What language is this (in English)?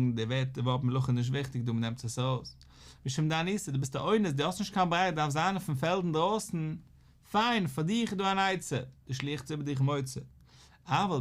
Yiddish